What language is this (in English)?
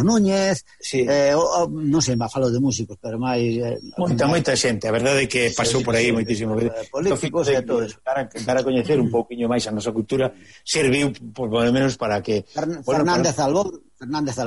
Galician